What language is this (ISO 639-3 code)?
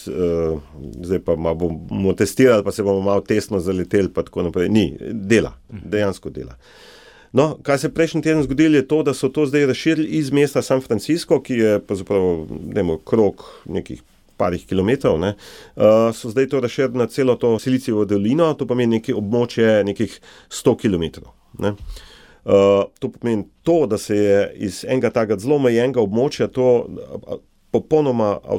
slv